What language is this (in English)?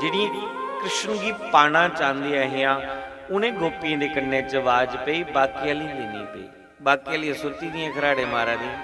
Dogri